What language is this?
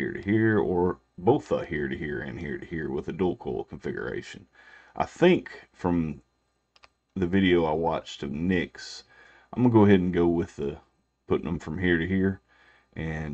English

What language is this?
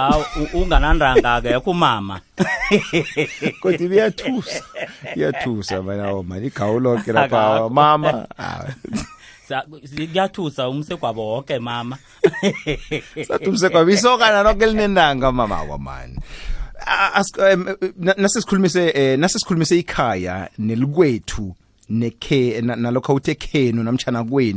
South Ndebele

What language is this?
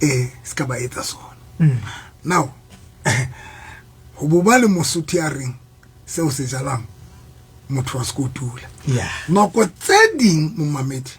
Southern Sotho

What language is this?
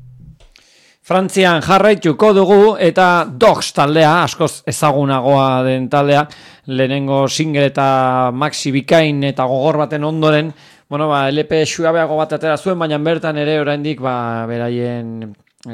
Basque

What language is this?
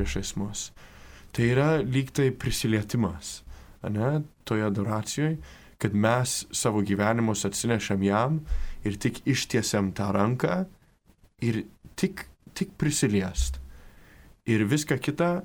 Lithuanian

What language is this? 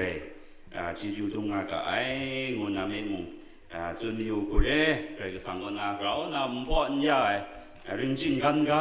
Kachin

